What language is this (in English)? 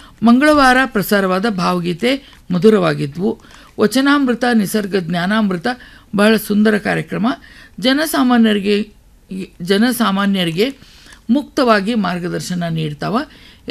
Kannada